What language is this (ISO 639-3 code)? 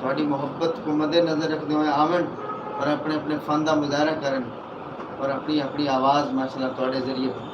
skr